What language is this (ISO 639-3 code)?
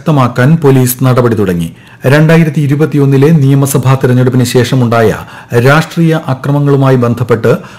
mal